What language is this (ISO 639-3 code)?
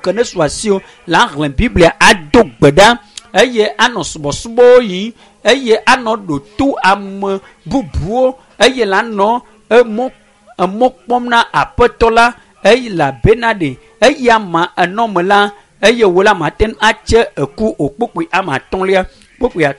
ewe